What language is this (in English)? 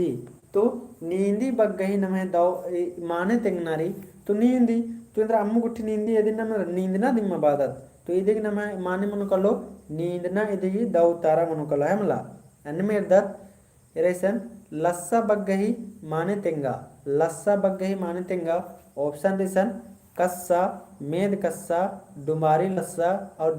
Kurukh